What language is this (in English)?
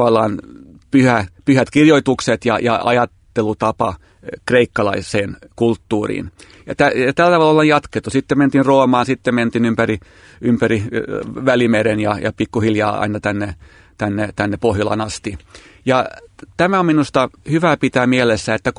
Finnish